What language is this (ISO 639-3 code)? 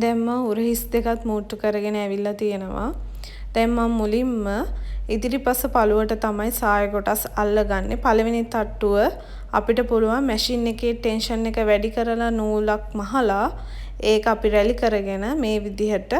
sin